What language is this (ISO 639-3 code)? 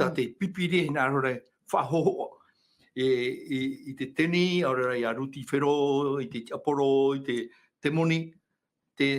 tah